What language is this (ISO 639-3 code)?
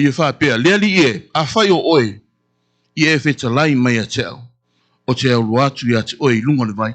smo